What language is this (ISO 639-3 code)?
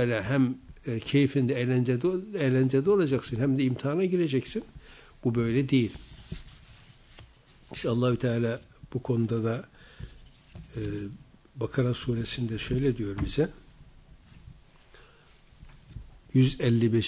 tur